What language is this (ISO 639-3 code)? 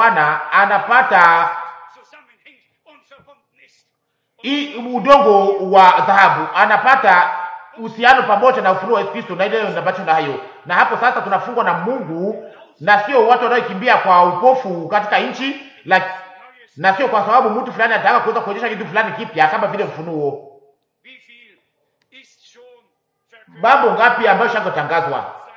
swa